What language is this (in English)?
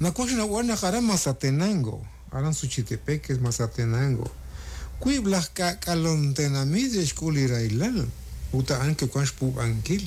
Kekchí